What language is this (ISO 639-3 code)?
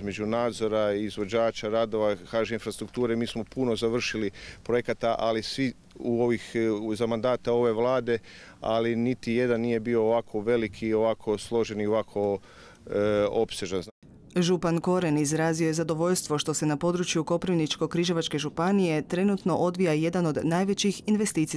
hrv